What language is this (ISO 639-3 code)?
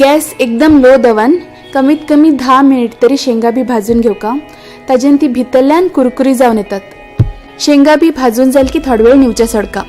kok